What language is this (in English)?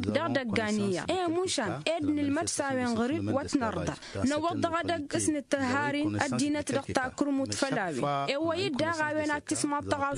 Tamasheq